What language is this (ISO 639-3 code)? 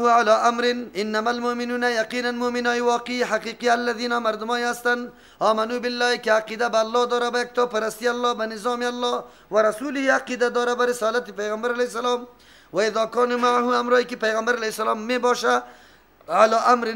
fas